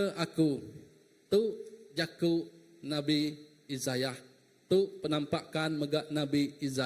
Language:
Iban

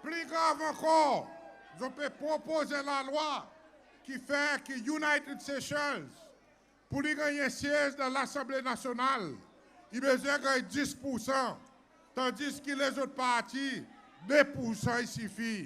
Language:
Seselwa Creole French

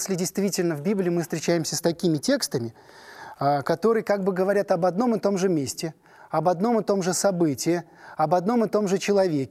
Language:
Russian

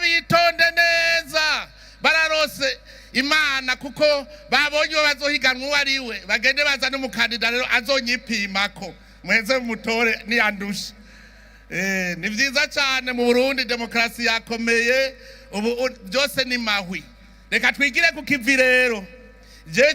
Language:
Rundi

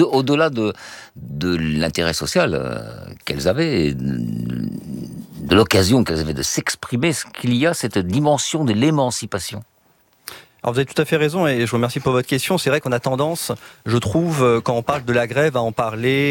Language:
French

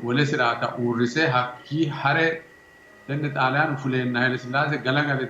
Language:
Sidamo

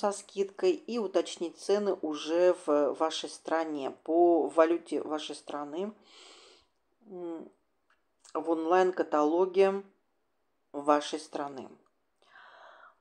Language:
Russian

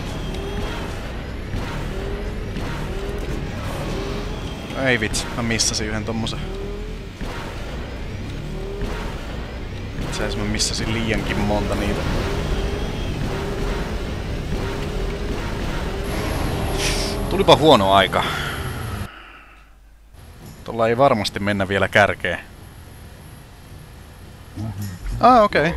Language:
Finnish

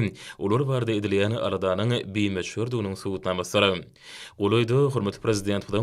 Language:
Turkmen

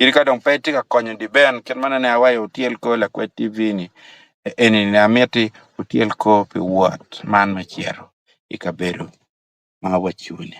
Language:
Acoli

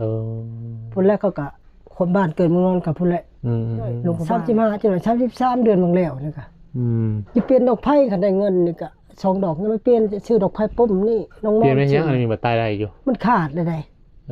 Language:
Lao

